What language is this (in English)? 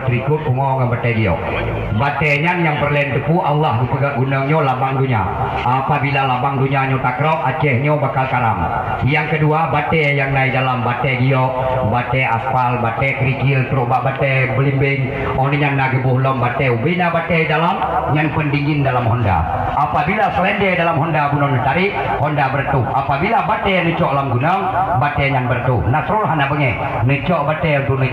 Achinese